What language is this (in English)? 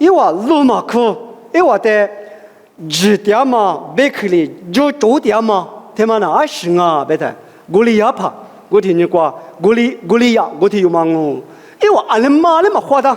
Lisu